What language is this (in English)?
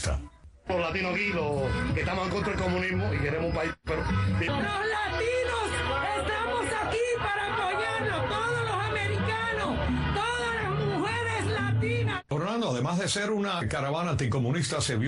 Spanish